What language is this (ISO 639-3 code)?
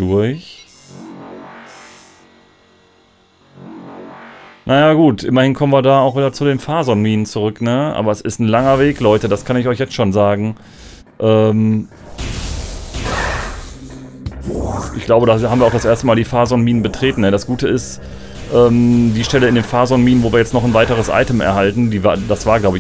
deu